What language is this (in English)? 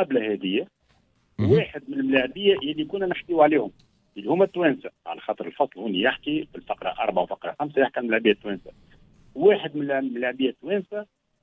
Tunisian Arabic